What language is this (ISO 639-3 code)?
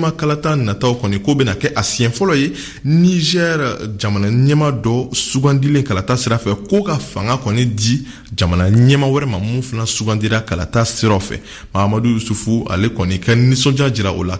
bam